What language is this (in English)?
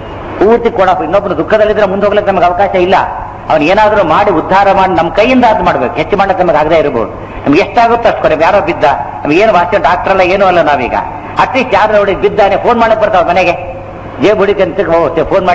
Kannada